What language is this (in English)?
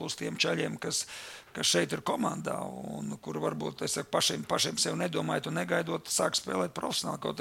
Latvian